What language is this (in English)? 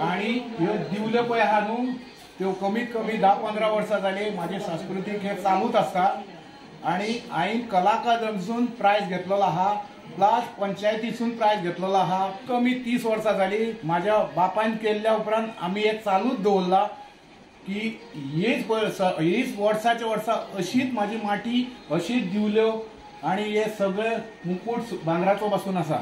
Konkani